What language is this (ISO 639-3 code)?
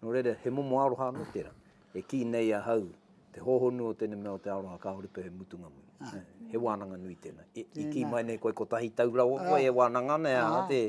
mri